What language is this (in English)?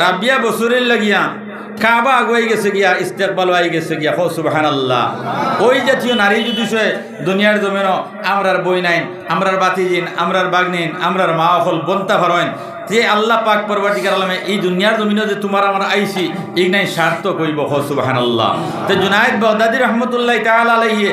Sylheti